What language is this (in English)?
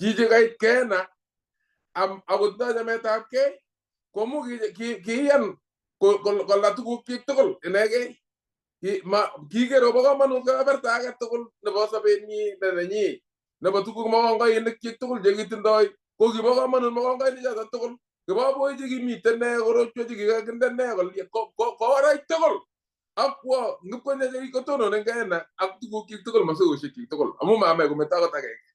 Kalenjin